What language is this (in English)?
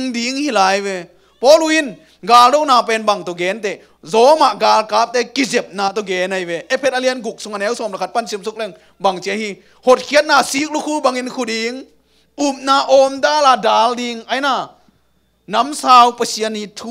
Tedim Chin